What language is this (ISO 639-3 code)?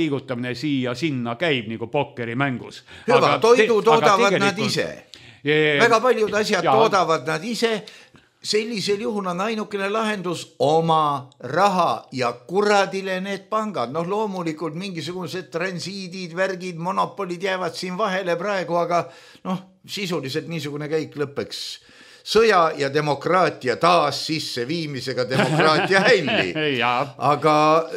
est